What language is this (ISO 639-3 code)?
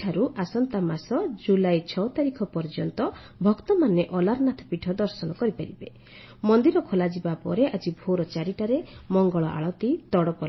ori